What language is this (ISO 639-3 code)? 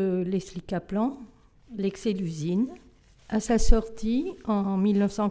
fra